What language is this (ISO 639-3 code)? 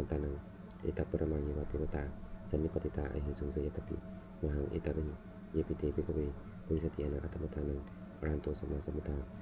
pli